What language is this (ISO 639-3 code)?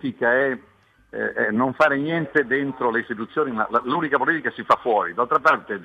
ita